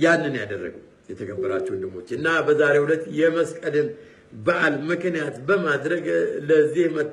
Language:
Amharic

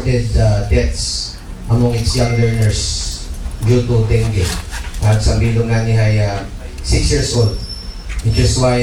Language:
Aklanon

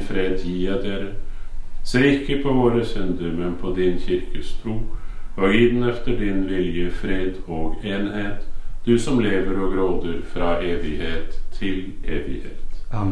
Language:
Norwegian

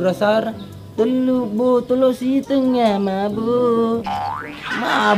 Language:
Buginese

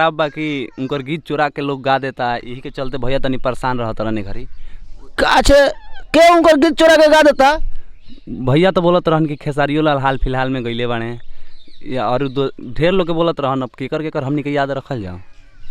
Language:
Bhojpuri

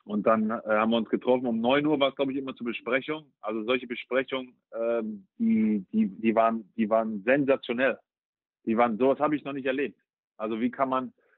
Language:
German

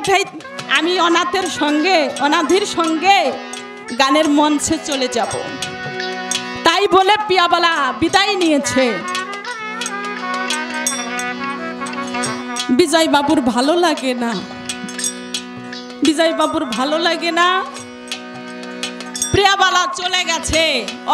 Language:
Bangla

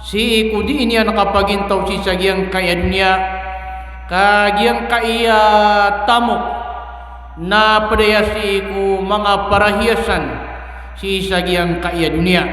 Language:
Maranao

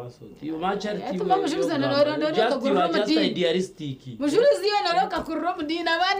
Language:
Nyankole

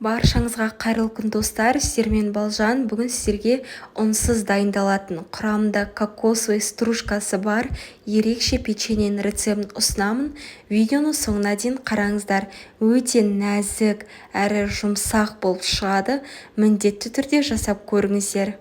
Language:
Kazakh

